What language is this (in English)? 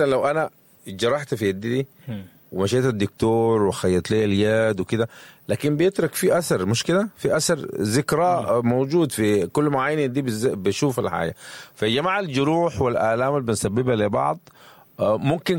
Sudanese Arabic